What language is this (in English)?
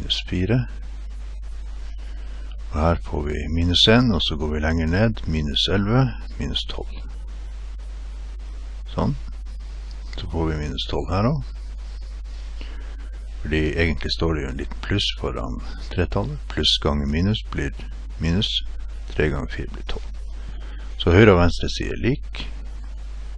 Norwegian